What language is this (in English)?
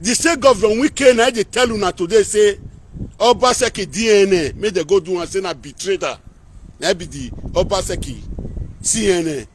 Nigerian Pidgin